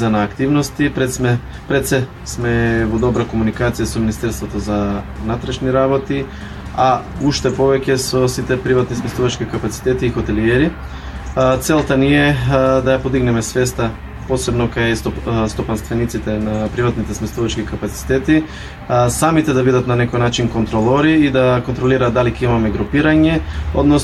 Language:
Macedonian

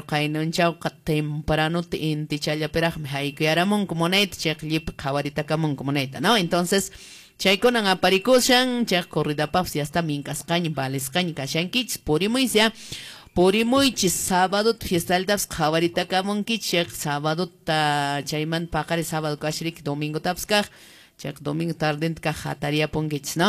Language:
Quechua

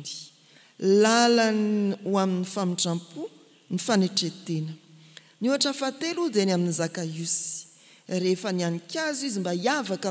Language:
Malagasy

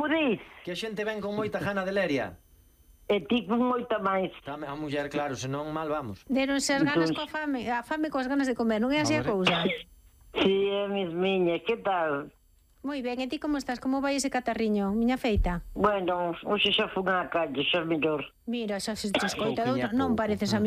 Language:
Galician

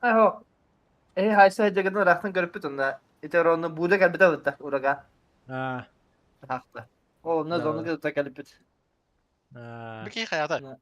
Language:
Yakut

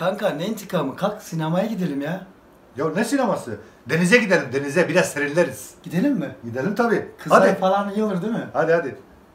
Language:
Turkish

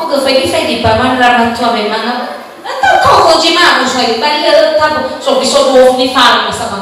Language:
Nias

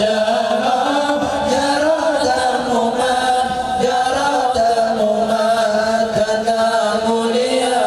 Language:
Achinese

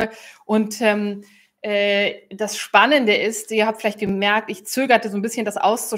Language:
German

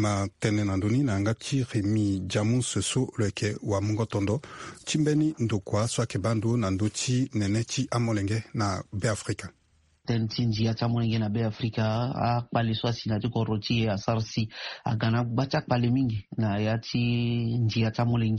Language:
Sango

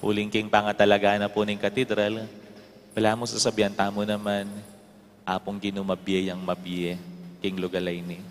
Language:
Pampanga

